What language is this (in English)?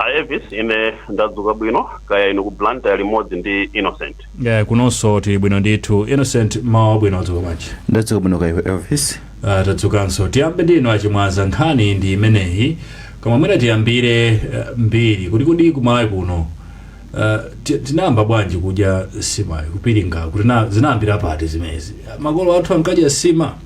Nyanja